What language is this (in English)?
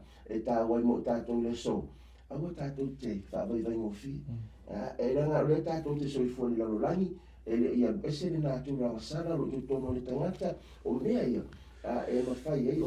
Samoan